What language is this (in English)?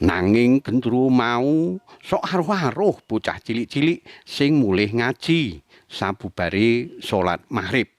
Javanese